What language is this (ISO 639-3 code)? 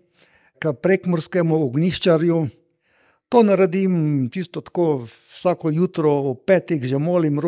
slv